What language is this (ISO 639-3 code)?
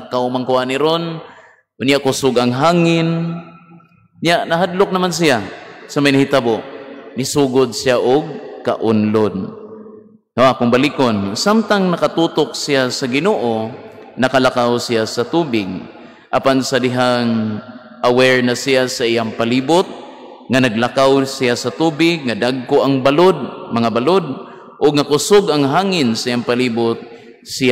ceb